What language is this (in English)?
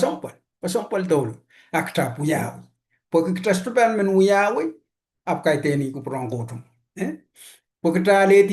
Pohnpeian